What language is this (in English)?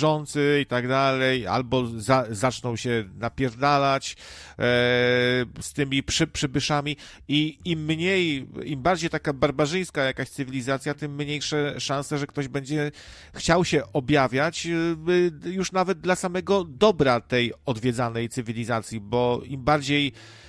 Polish